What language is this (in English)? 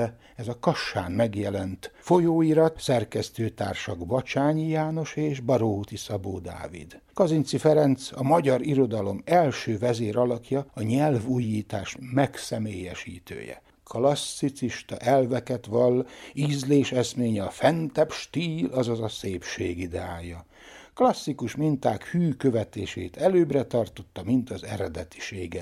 Hungarian